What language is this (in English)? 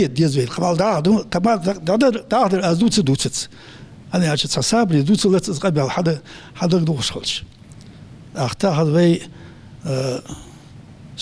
Ingush